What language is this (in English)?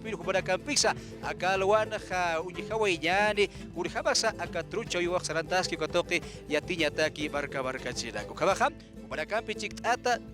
Aymara